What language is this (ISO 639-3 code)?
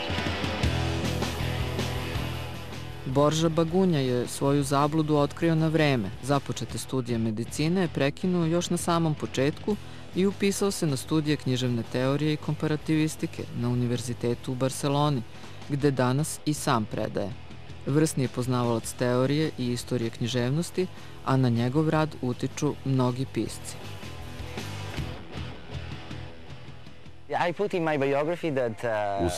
srp